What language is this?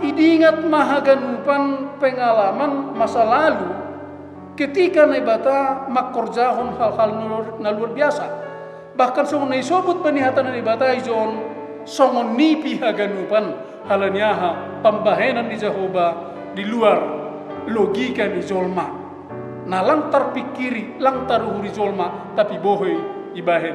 Batak Simalungun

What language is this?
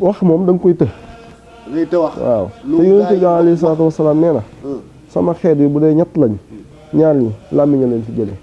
Wolof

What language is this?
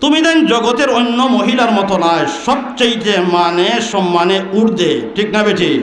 Sylheti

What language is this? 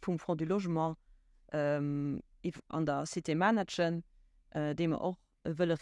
Luxembourgish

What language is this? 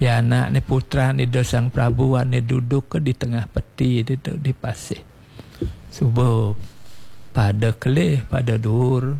Balinese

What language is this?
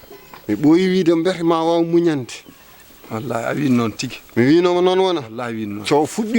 Fula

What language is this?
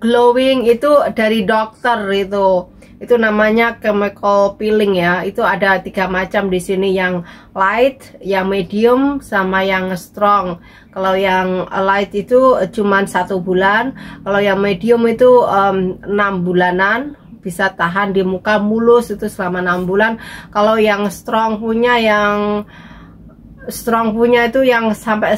Indonesian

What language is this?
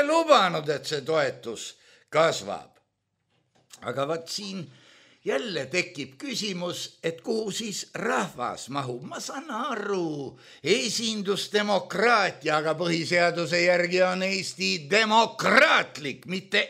Estonian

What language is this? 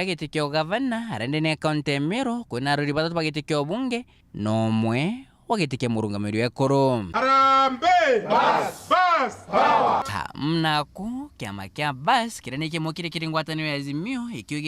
Meru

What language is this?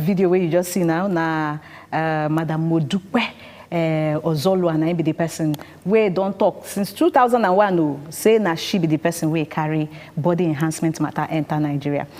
Nigerian Pidgin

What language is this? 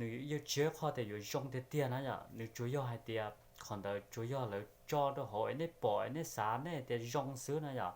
Hmong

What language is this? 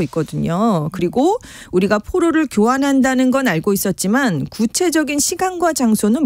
Korean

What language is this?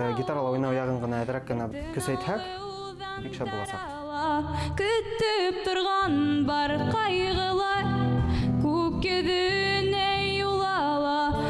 Bashkir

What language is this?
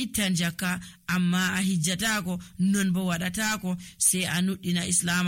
Nigerian Fulfulde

